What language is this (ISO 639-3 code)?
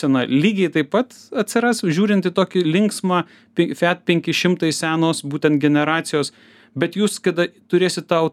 lit